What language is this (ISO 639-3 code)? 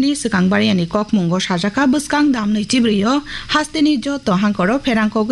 trp